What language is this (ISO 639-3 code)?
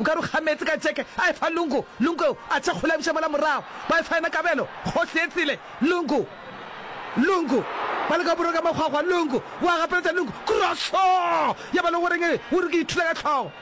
nso